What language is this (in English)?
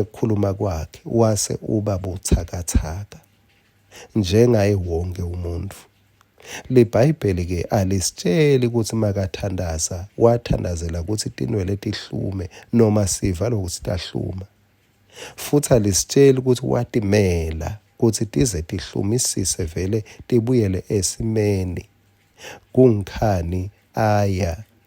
Swati